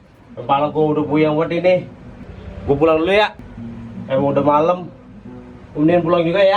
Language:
Betawi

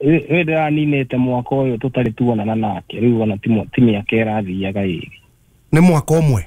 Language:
Kikuyu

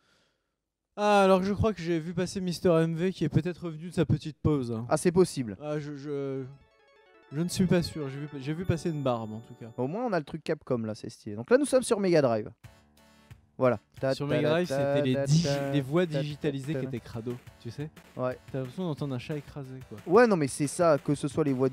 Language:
French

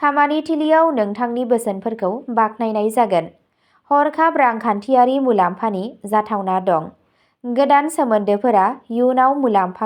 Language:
Bodo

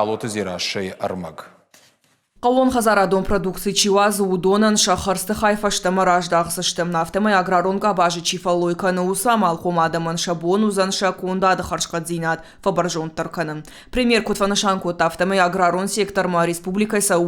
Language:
Ossetic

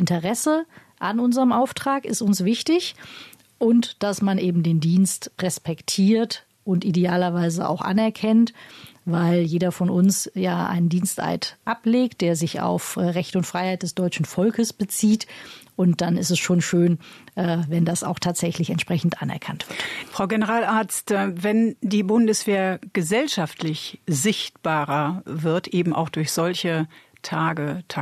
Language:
German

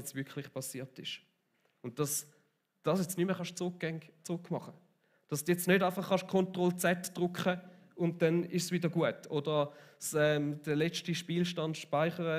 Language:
Swiss German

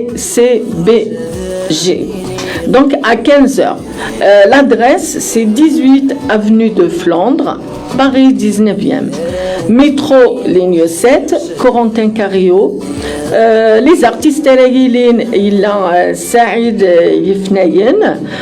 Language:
Kabyle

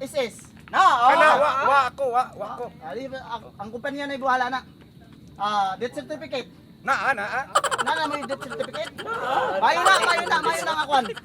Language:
Cebuano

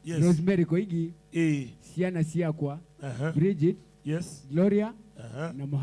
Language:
Kamba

